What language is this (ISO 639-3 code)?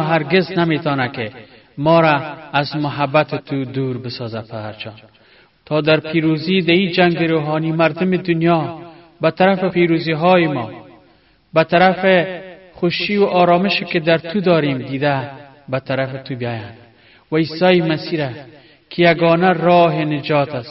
fas